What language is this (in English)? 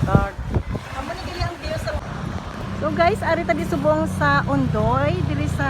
Hiligaynon